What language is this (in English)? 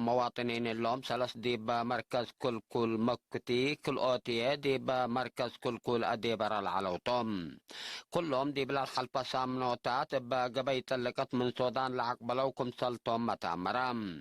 Tigre